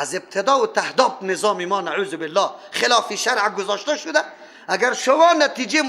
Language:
Persian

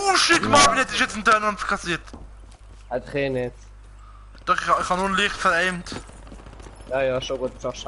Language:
Swiss German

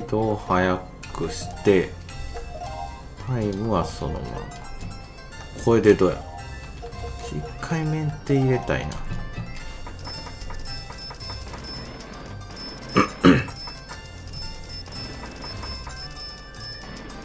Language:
Japanese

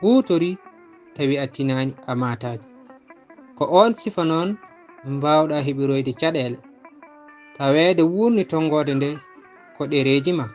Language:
Fula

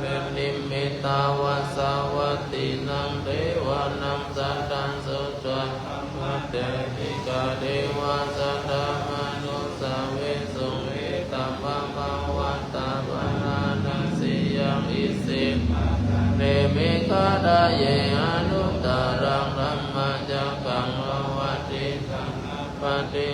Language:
Pali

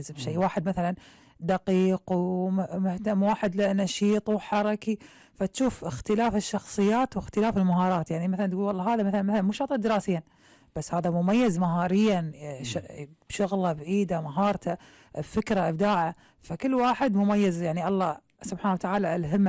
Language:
Gulf Arabic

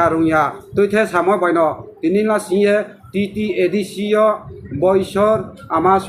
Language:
Riang (India)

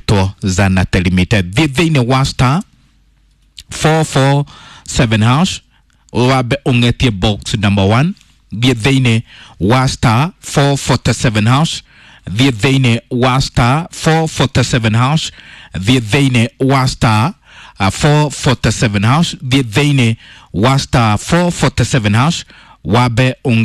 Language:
Kikuyu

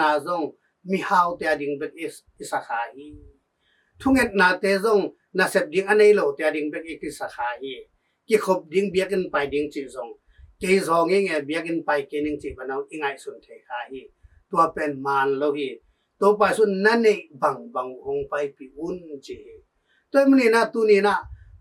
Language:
Tedim Chin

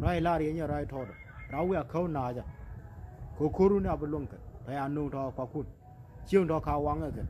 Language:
Nuer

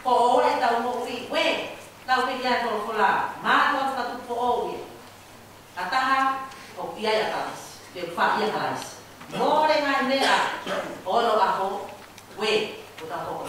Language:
Tongan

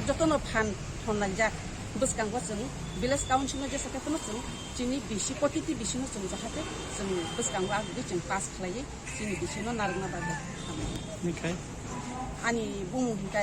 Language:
Kok Borok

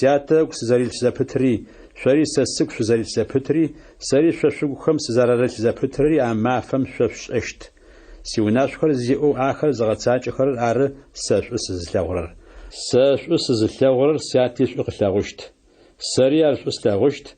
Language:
Adyghe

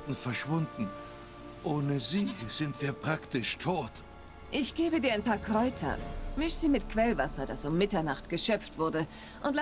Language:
Swiss German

